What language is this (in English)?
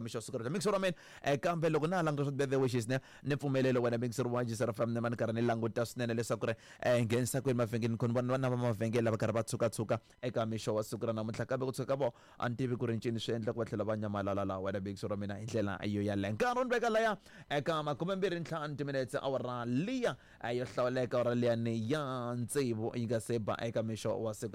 Tsonga